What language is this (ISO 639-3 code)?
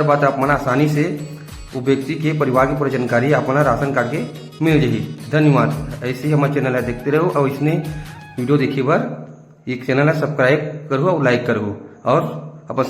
hne